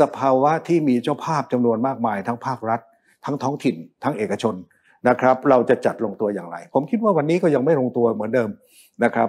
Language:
Thai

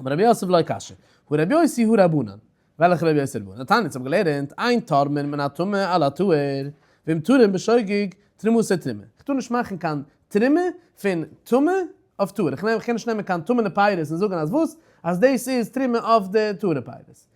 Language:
Yiddish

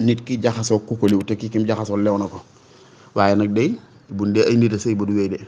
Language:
Wolof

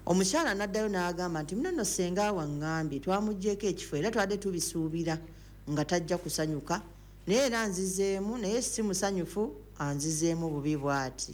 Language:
Ganda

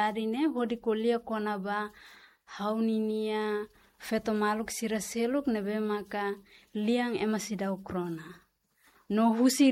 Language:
Tetum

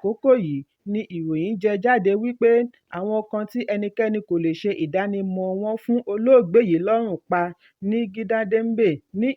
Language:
Yoruba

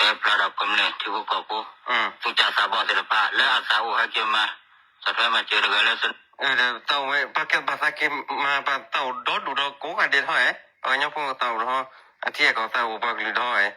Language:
S'gaw Karen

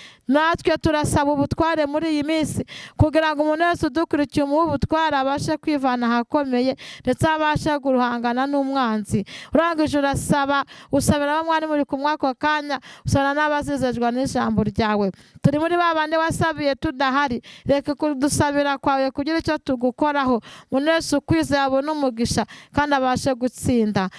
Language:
Kinyarwanda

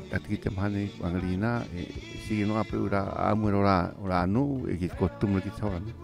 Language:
Rapanui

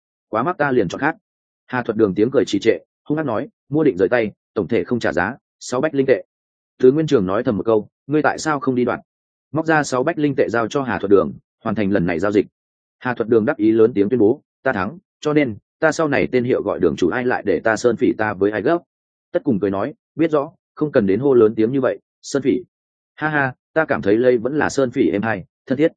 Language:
Vietnamese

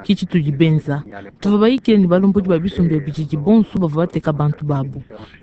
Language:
Luba-Lulua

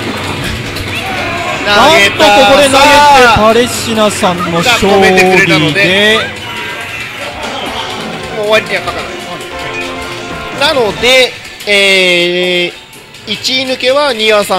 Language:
Japanese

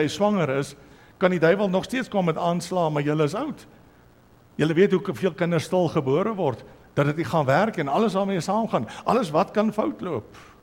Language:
Afrikaans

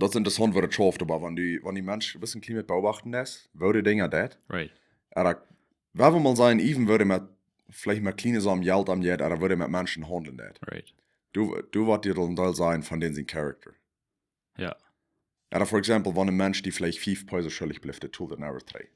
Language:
Plautdietsch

